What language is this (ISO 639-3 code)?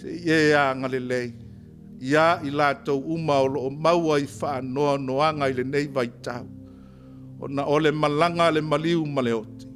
smo